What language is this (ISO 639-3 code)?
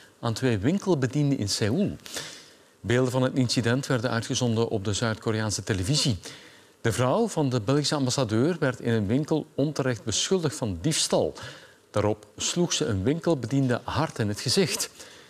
nld